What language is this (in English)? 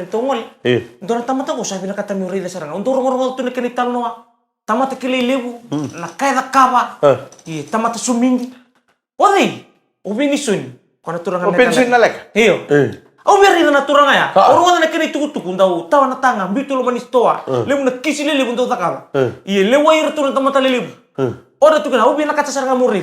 Fijian